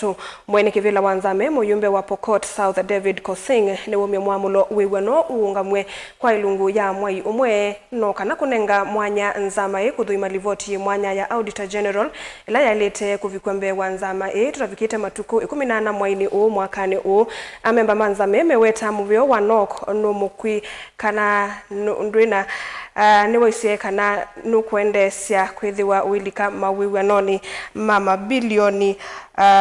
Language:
Kamba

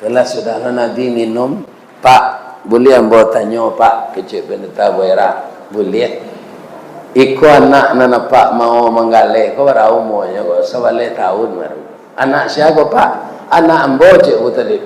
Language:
Minangkabau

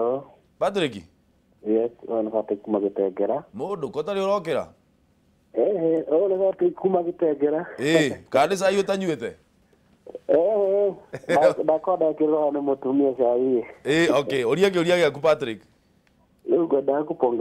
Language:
Kikuyu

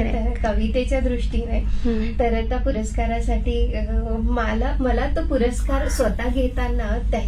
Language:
Marathi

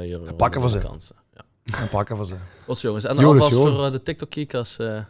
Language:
Limburgish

